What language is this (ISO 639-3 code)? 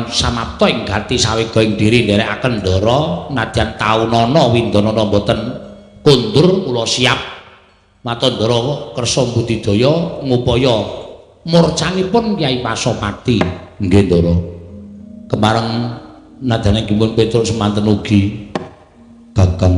jav